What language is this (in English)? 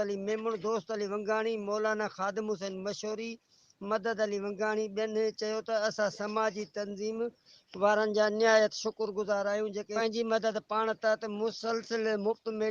Sindhi